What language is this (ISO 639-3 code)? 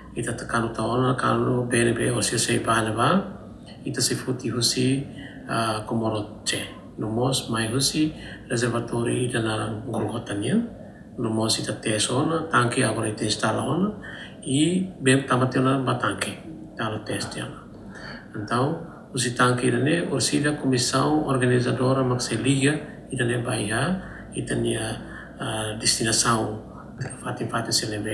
tet